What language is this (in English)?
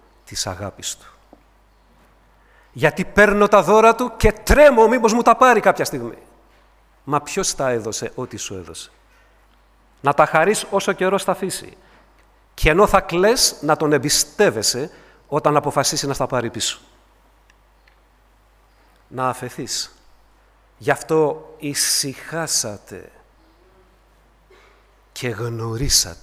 Greek